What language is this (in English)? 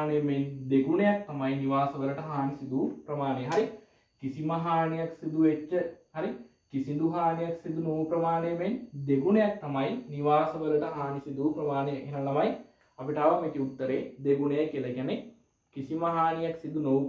Sinhala